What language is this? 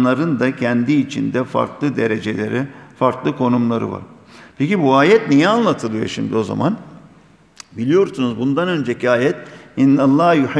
Turkish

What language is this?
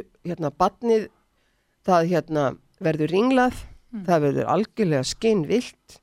Icelandic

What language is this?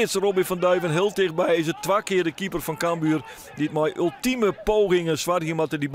Western Frisian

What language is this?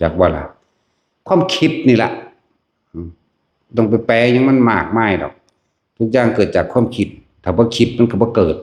Northeastern Thai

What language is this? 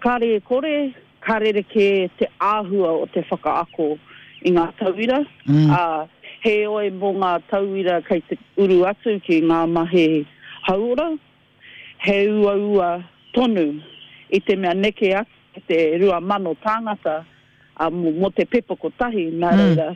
Māori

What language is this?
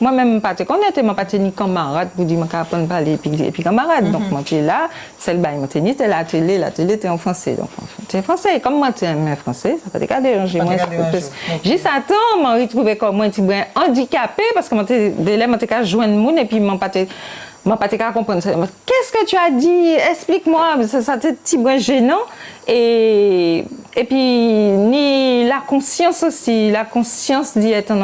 Guadeloupean Creole French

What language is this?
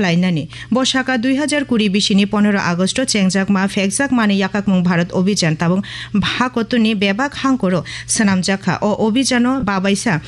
Kok Borok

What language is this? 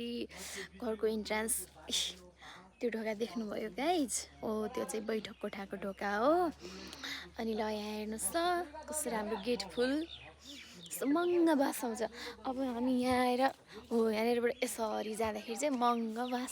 Nepali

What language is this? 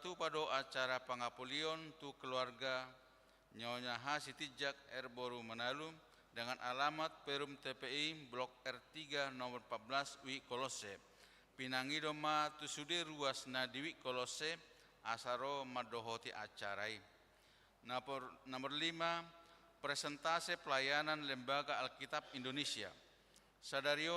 Batak Toba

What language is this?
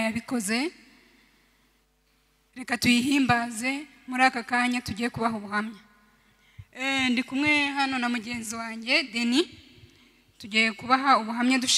Kinyarwanda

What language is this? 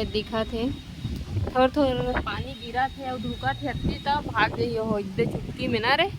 Chhattisgarhi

